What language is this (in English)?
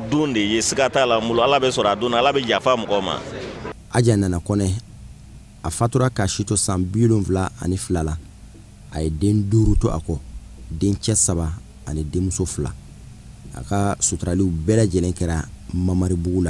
Bambara